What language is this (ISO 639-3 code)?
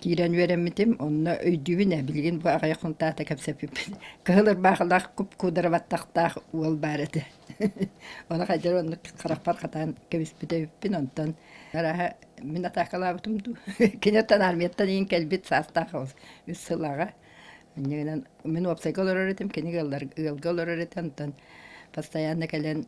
sah